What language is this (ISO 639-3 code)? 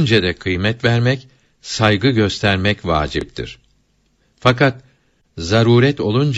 tur